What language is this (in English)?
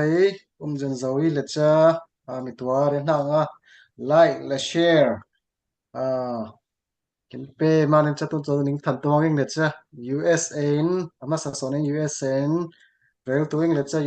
Falam Chin